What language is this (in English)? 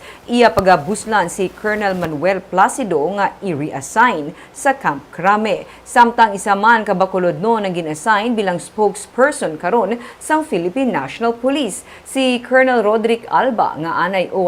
Hiligaynon